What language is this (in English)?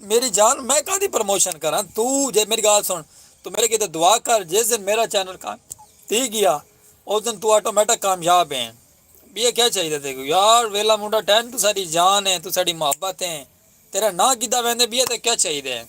Saraiki